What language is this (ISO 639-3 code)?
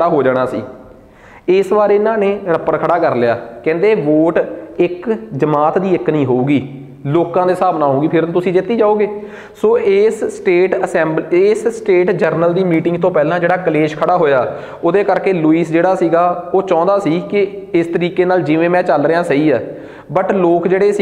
pan